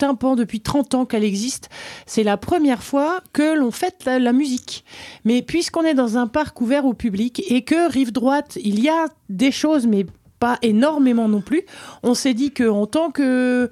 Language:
French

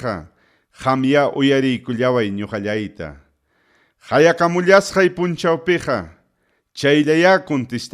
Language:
Ayacucho Quechua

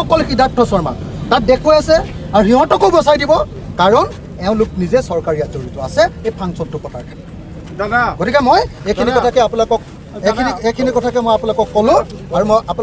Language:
Assamese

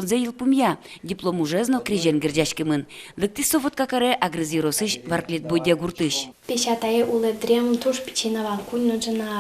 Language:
Udmurt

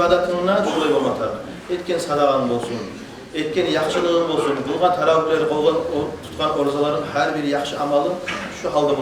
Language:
Kumyk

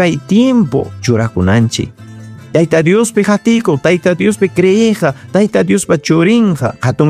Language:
Ayacucho Quechua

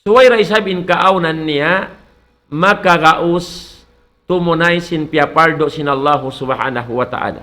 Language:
Tausug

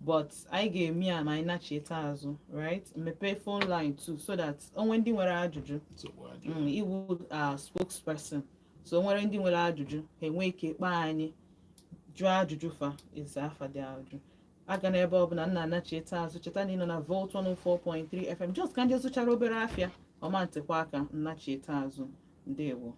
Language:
Igbo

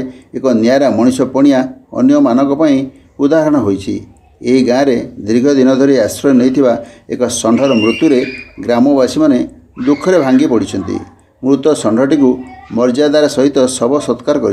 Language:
Odia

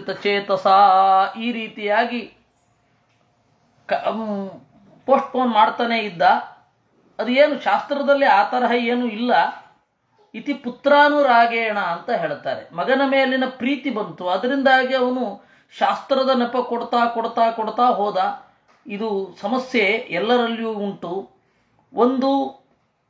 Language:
Kannada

